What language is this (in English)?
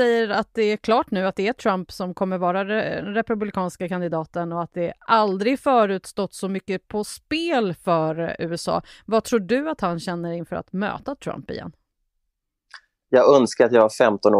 Swedish